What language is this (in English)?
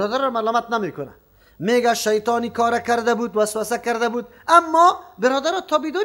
Persian